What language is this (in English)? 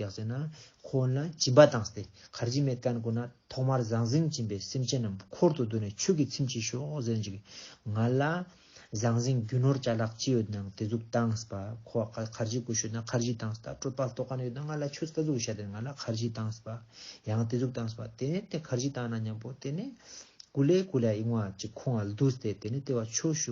Ladakhi